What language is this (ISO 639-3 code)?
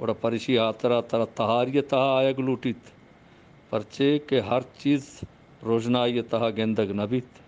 bgp